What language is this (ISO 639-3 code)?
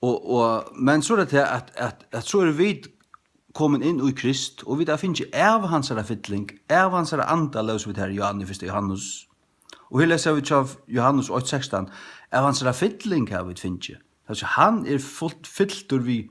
fao